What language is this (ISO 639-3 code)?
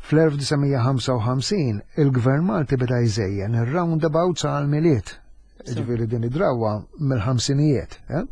mlt